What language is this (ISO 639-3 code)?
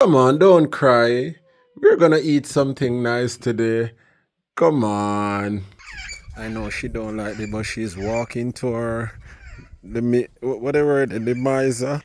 jam